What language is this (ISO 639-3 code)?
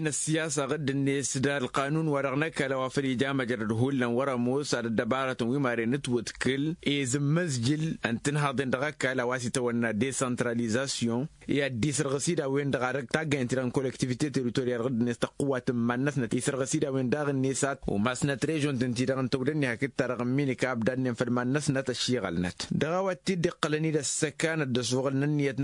taq